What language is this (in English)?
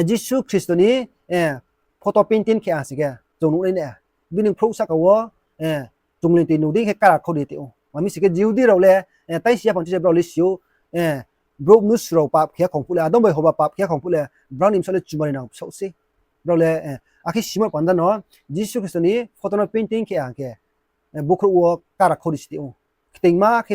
Riang (India)